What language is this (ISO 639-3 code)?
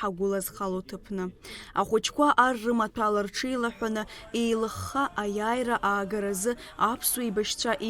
abk